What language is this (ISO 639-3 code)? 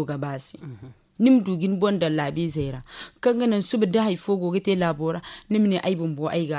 dje